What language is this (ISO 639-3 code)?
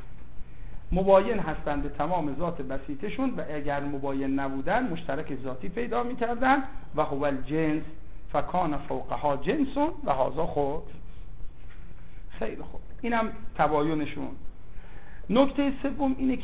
fas